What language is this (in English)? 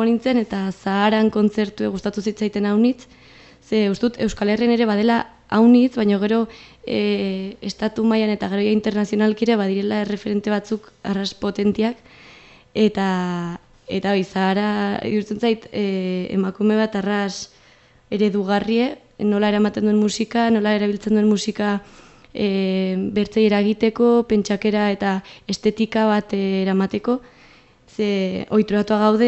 Basque